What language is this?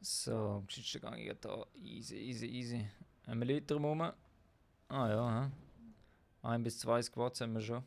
Swiss German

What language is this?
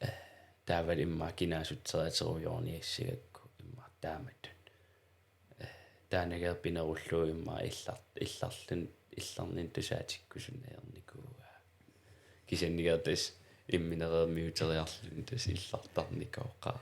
Kalaallisut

